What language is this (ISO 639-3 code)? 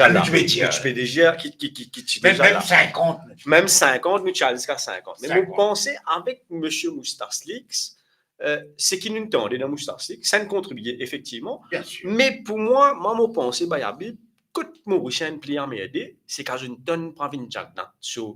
mfe